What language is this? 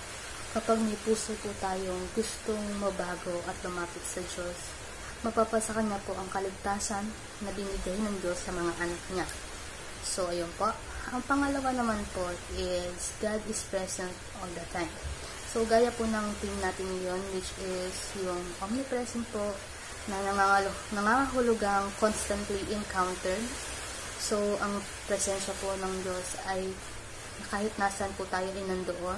Filipino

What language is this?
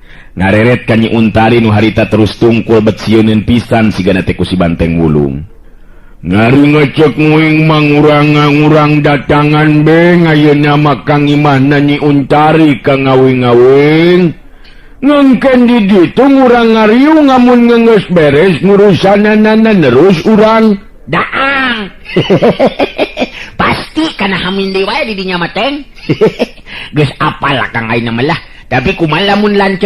Sundanese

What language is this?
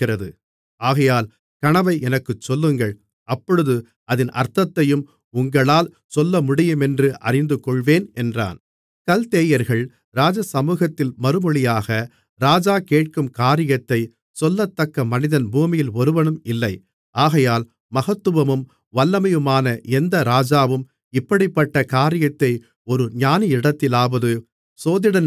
Tamil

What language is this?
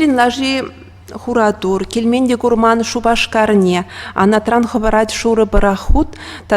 Chuvash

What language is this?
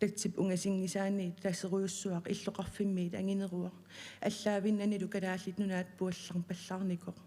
Kalaallisut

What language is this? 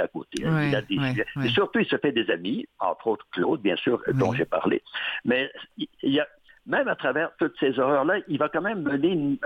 French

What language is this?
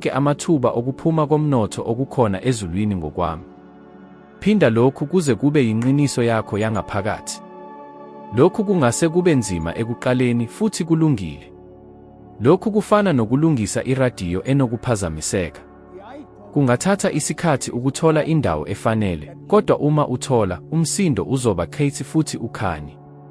Zulu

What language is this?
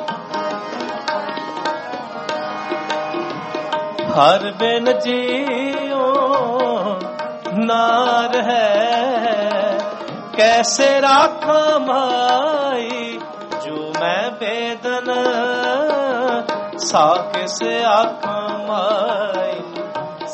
Punjabi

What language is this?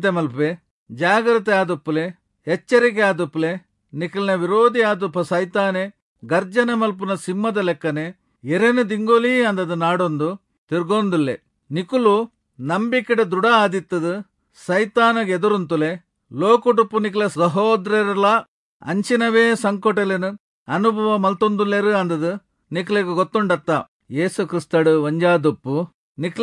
Tulu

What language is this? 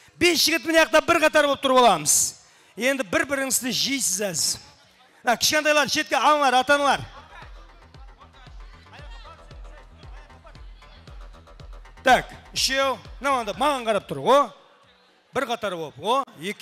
Kara-Kalpak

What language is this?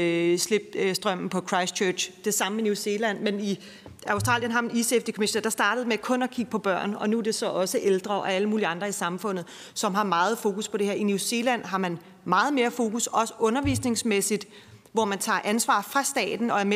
Danish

